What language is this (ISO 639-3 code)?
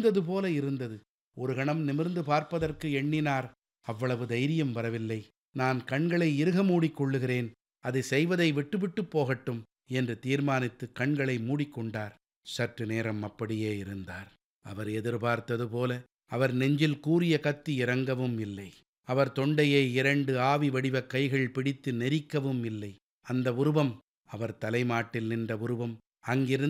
tam